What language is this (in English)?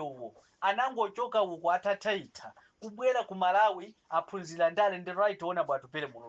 Nyanja